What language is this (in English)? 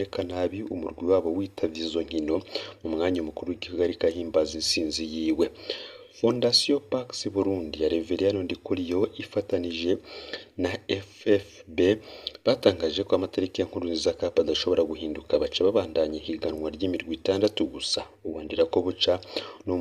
Rundi